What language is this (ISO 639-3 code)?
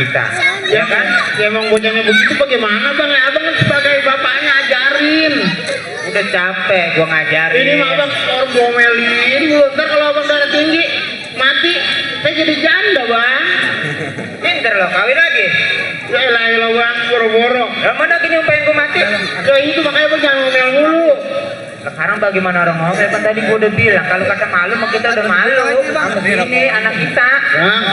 bew